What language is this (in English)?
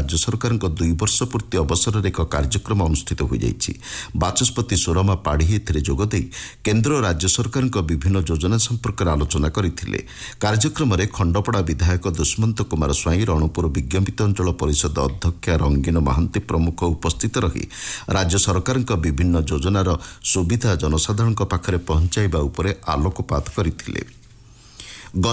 Odia